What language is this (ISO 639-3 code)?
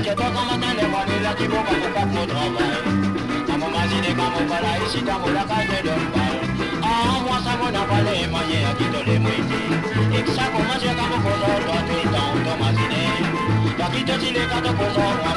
mfe